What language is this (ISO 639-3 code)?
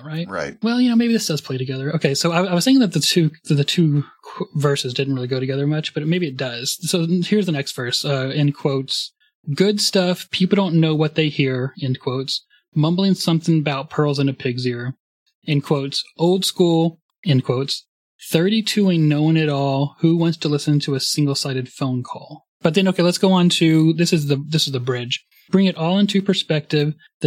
eng